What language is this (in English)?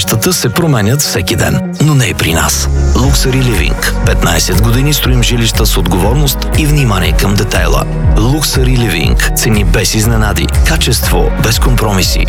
Bulgarian